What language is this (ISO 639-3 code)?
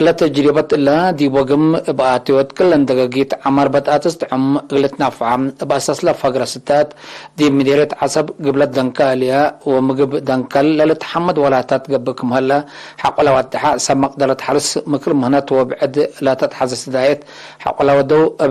tig